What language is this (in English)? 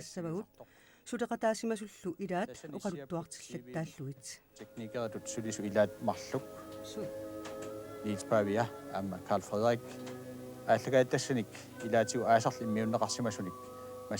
Kalaallisut